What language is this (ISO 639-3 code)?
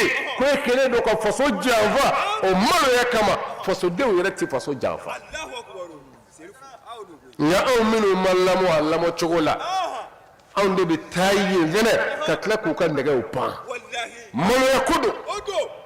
bam